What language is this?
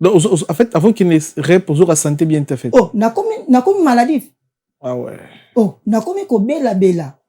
Lingala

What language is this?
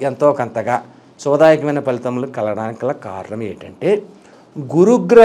Telugu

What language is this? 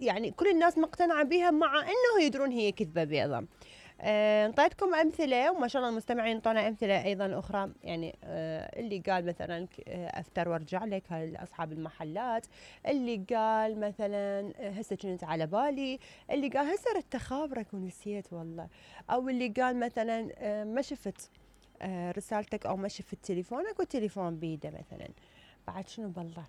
Mesopotamian Arabic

